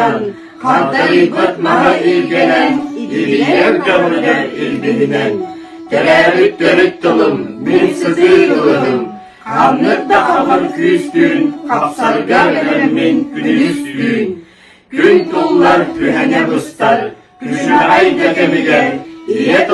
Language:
Yakut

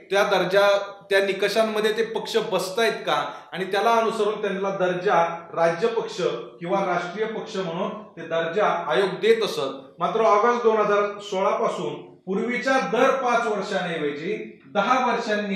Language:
Marathi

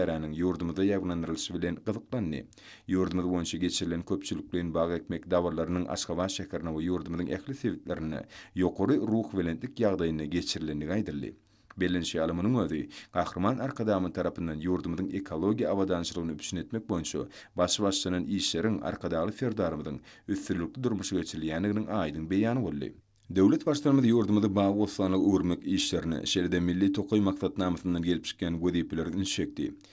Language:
Turkmen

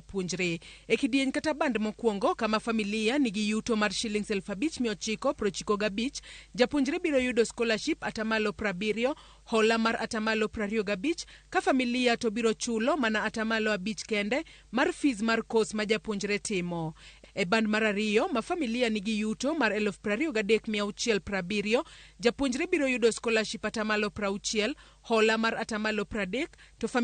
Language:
Luo (Kenya and Tanzania)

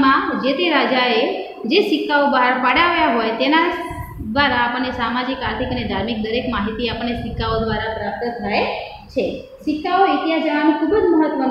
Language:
Gujarati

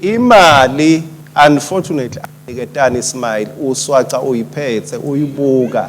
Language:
Swati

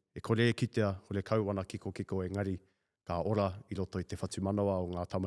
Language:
Māori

